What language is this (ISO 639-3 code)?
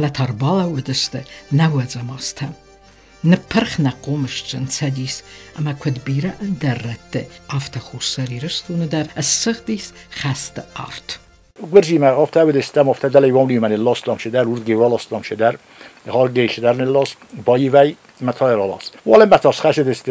oss